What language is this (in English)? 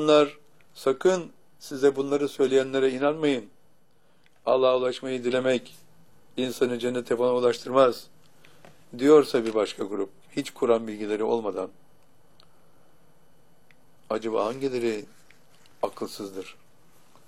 Turkish